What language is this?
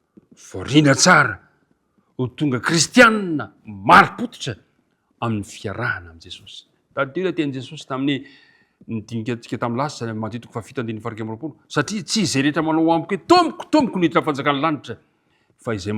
Malagasy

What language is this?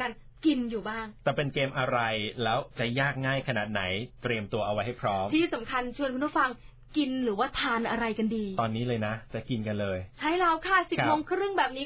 Thai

